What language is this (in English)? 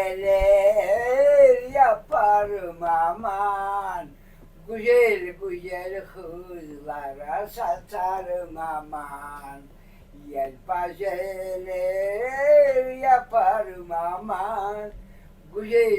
Crimean Tatar